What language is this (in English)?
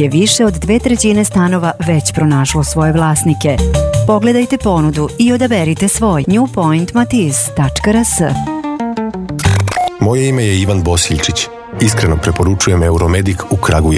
Serbian